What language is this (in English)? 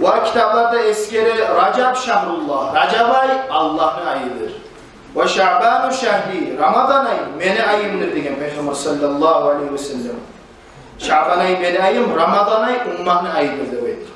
Kumyk